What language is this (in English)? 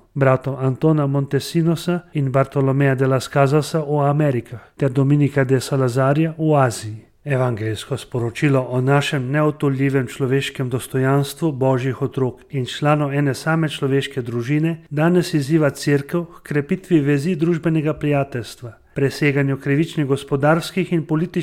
Slovenian